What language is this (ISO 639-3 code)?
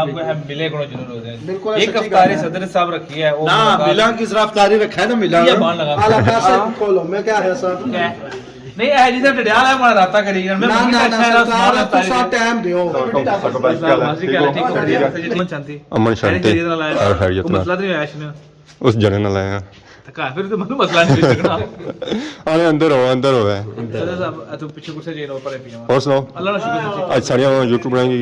phr